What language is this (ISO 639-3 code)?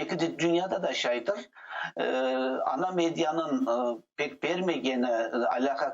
crh